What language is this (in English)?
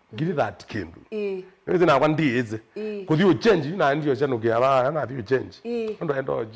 Kamba